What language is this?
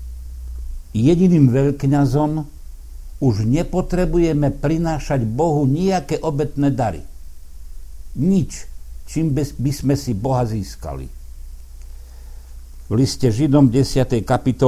Slovak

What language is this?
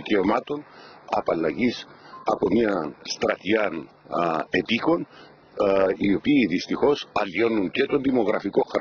Greek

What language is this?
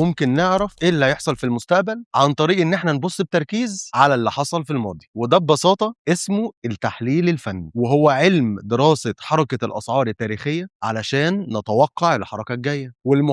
Egyptian Arabic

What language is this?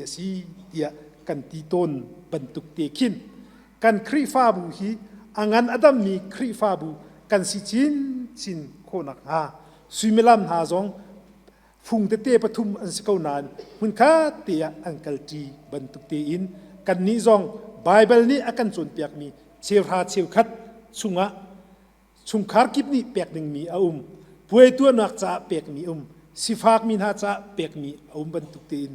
Hakha Chin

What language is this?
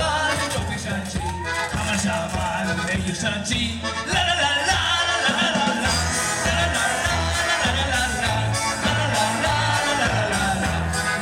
Tzotzil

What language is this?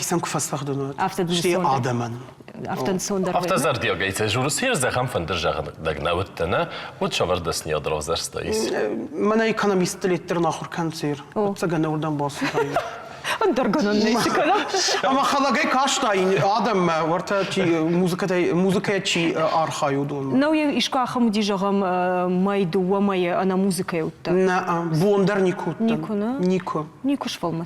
Ossetic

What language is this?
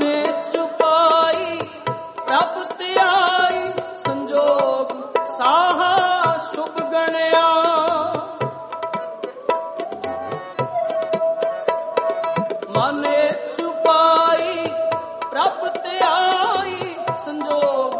Punjabi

